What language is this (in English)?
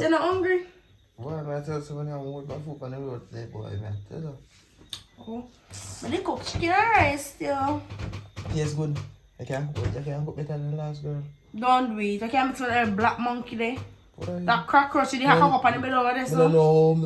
Jamaican Creole English